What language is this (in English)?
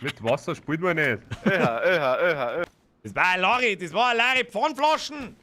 Bavarian